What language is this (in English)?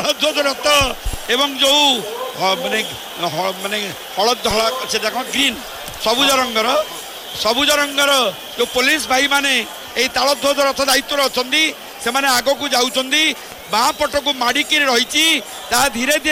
Odia